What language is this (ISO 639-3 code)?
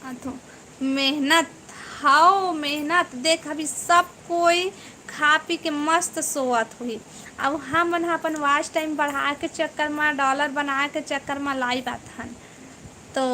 hne